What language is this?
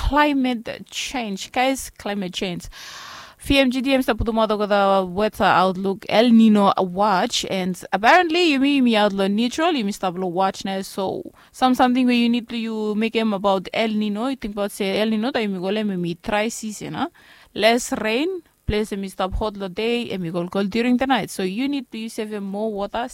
Bislama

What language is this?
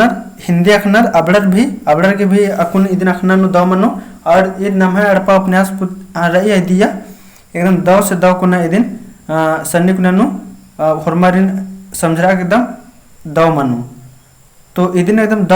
Kurukh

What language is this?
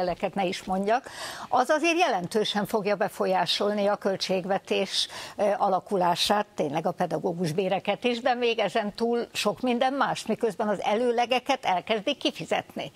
Hungarian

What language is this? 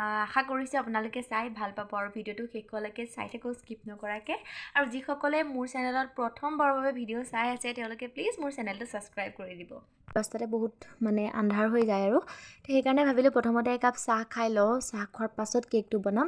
Assamese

